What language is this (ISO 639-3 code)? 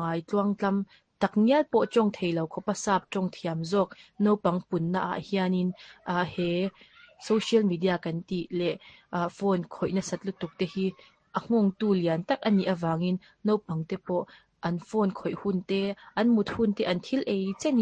lus